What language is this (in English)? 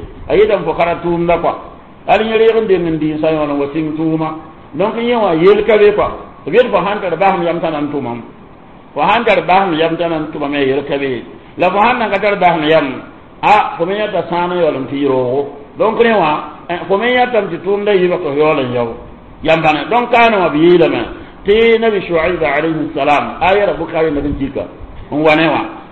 Mossi